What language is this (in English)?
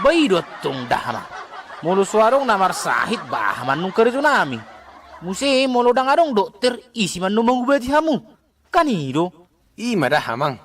Batak Toba